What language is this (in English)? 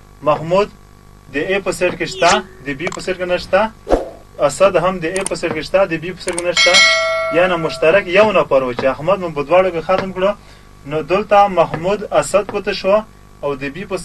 Pashto